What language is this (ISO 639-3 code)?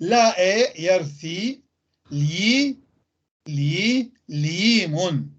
apc